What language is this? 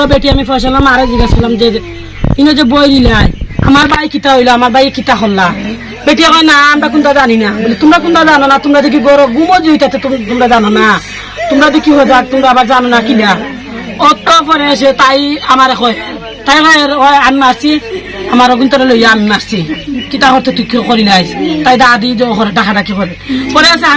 Sylheti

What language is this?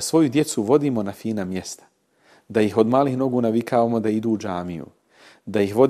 Bosnian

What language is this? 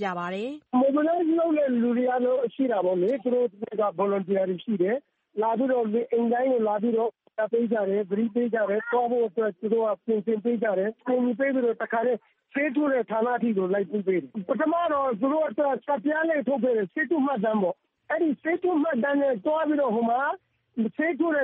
Burmese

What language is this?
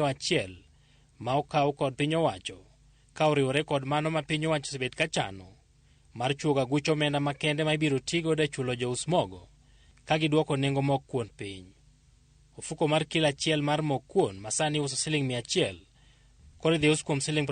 Luo (Kenya and Tanzania)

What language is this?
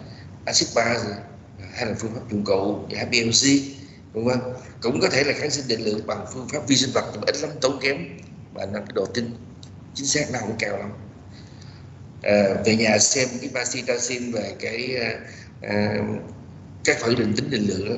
Vietnamese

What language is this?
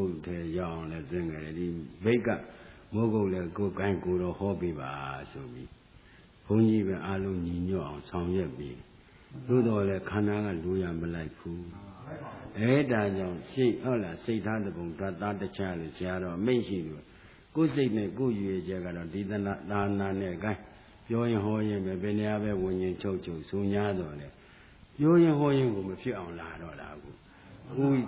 Burmese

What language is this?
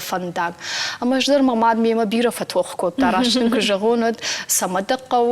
Ossetic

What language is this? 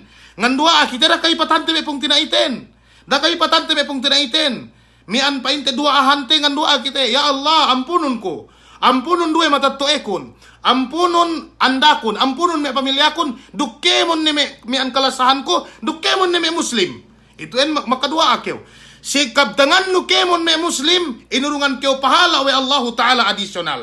Yakan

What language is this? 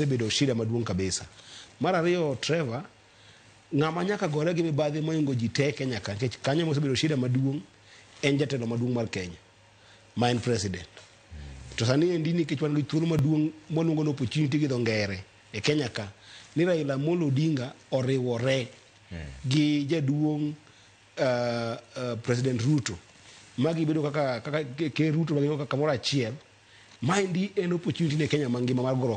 Luo (Kenya and Tanzania)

